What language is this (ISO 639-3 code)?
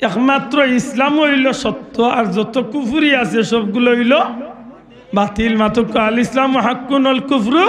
syl